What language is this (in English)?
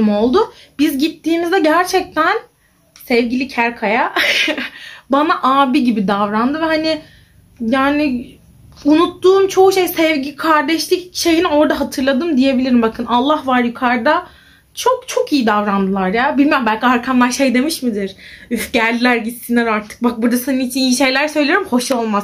Turkish